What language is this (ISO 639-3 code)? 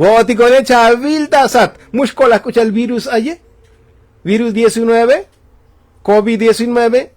tzo